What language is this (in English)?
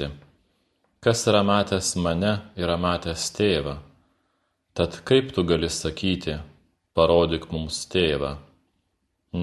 Lithuanian